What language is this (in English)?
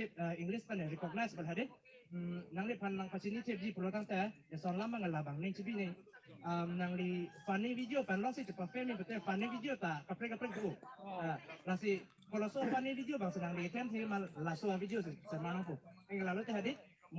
Karbi